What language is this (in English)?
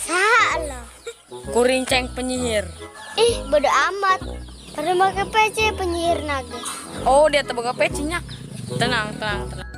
Sundanese